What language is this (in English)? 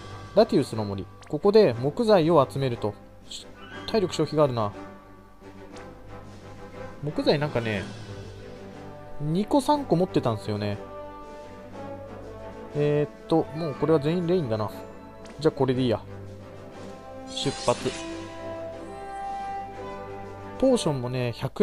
Japanese